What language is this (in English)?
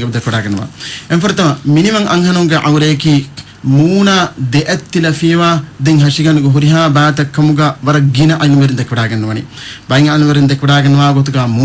Divehi